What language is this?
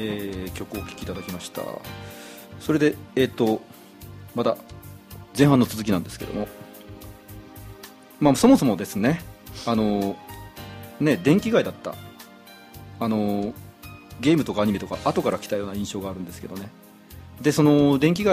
Japanese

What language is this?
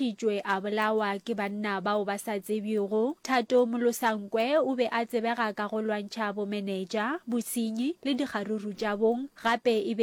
Northern Sotho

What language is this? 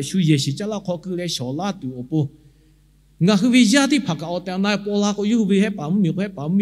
Lahu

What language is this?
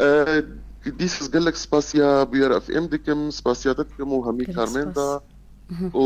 Kurdish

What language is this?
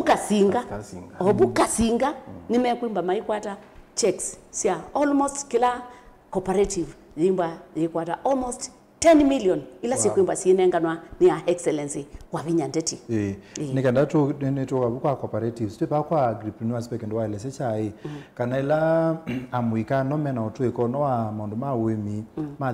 Kamba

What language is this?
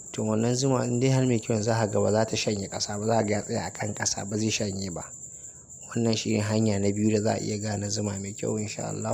Hausa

